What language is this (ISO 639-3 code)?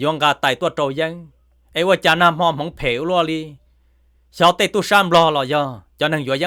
hmn